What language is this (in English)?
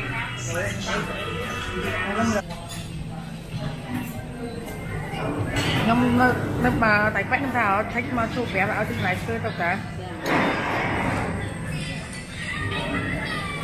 Vietnamese